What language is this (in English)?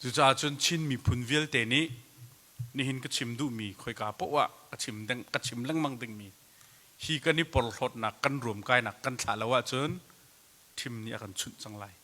Hakha Chin